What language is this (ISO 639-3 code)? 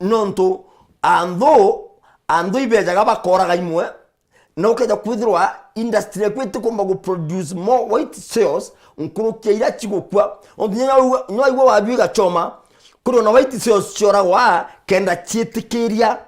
mer